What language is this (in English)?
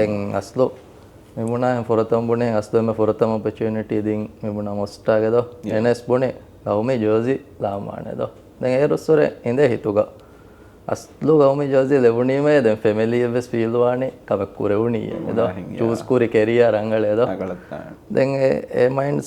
Divehi